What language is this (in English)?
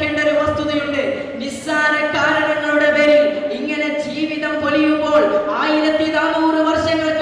Malayalam